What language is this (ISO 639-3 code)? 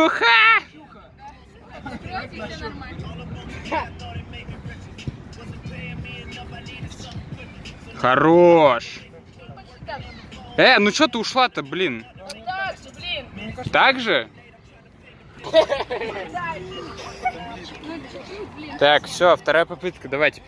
rus